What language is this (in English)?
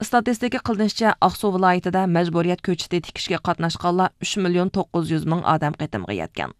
Uyghur